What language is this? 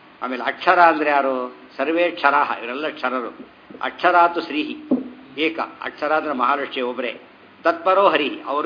Kannada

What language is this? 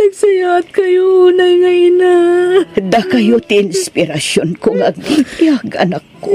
Iloko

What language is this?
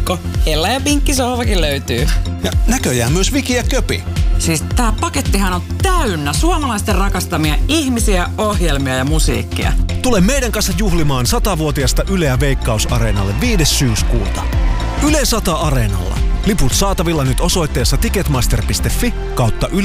Finnish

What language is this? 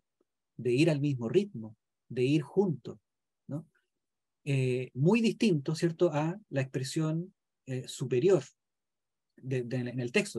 Spanish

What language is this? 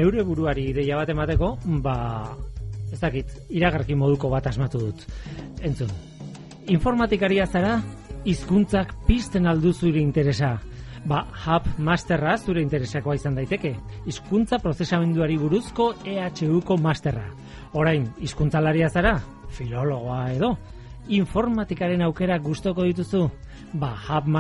Basque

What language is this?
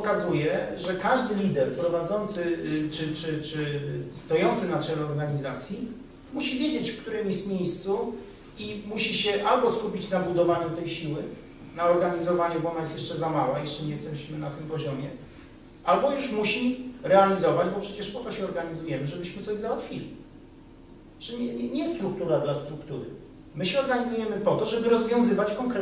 Polish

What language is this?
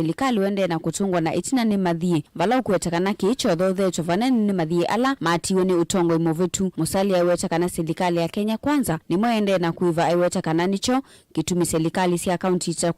Kamba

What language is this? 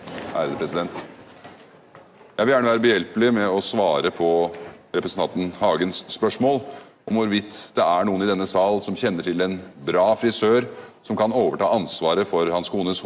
Norwegian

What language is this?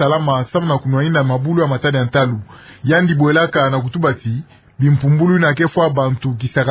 Kituba (Democratic Republic of Congo)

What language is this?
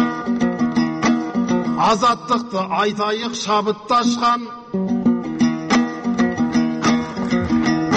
Kazakh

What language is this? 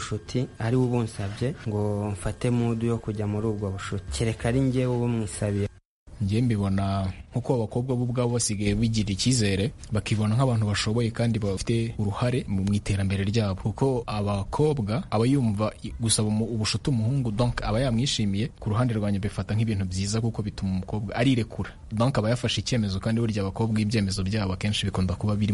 Kinyarwanda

